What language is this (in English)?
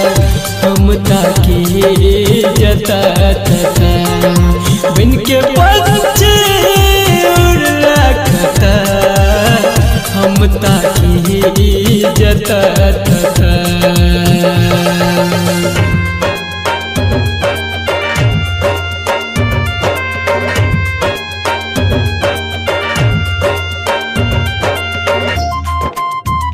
Bhojpuri